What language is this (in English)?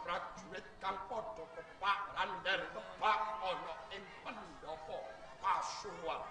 Javanese